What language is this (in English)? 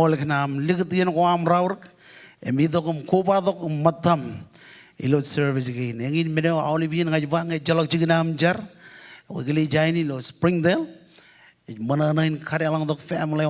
Marshallese